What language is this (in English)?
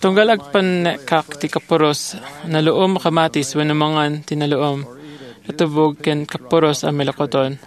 Iloko